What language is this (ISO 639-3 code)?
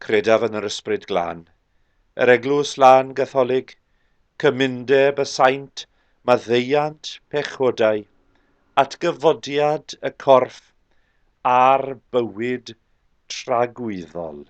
cym